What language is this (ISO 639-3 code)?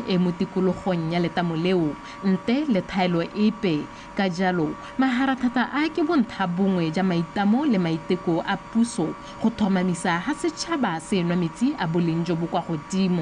tsn